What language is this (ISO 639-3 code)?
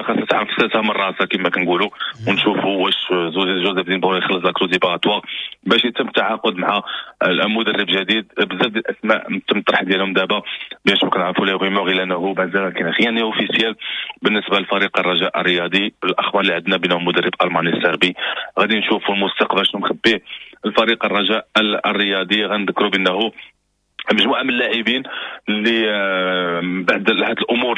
ary